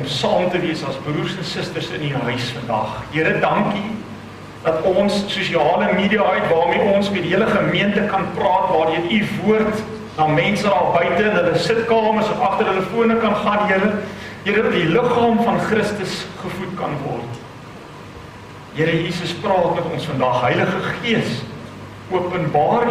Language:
Afrikaans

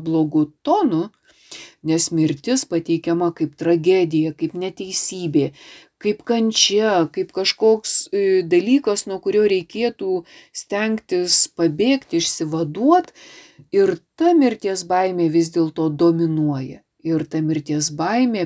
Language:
Lithuanian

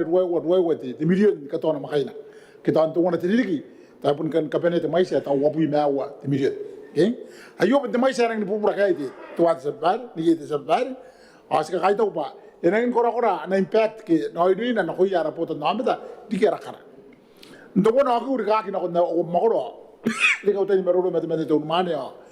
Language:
Gilbertese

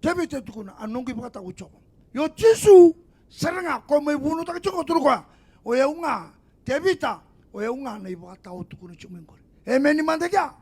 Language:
Fijian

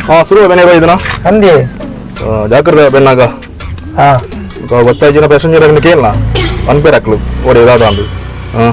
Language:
Tulu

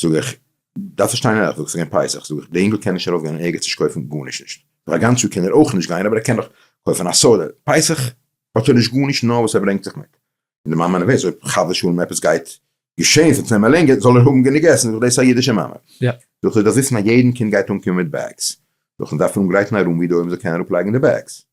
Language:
Yiddish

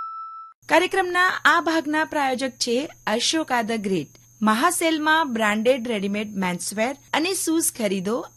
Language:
Gujarati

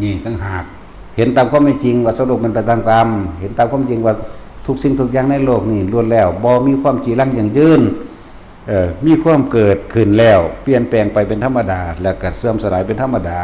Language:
Northeastern Thai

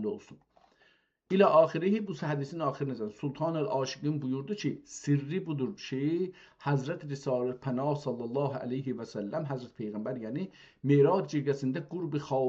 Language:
South Azerbaijani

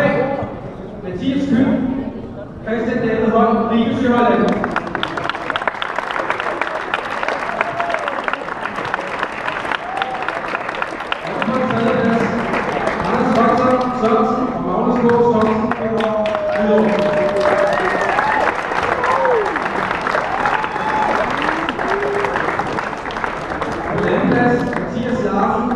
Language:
Danish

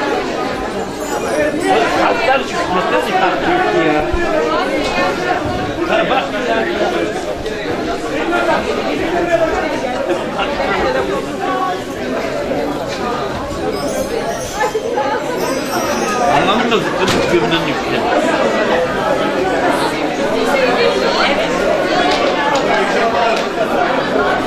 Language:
Turkish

